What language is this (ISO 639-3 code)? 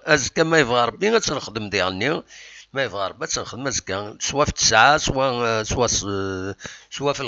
kab